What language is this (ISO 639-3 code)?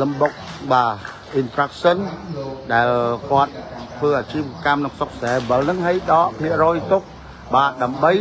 khm